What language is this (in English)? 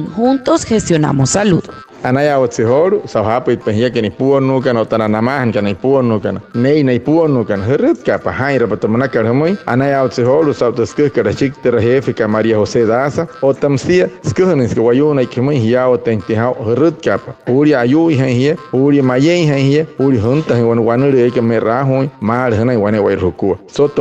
Wayuu